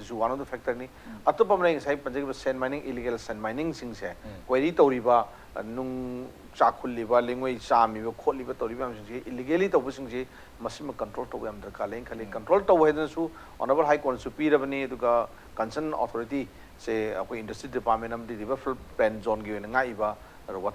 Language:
Manipuri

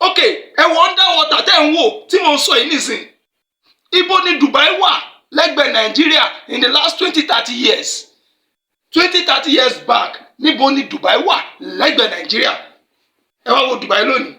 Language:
Yoruba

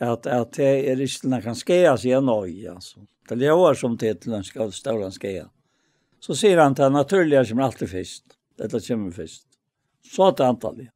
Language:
Faroese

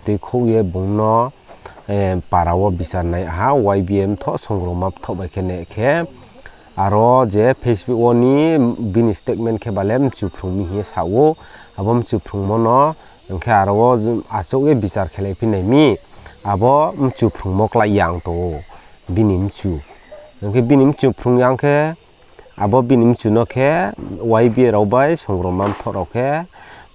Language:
Riang (India)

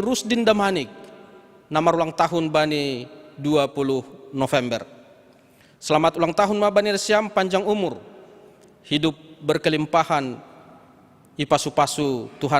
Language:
Batak Simalungun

